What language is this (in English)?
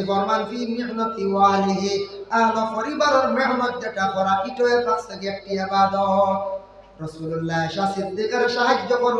Sylheti